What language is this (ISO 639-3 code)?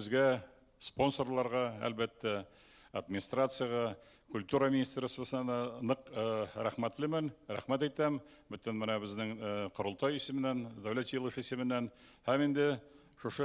bak